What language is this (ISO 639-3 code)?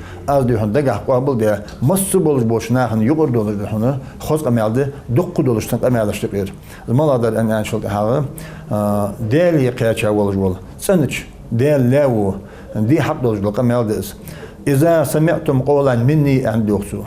inh